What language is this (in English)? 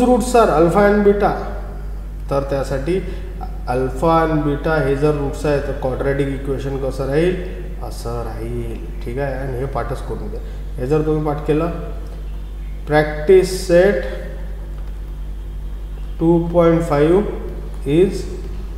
Marathi